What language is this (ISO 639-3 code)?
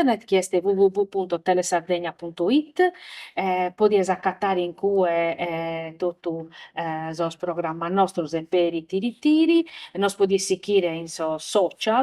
srd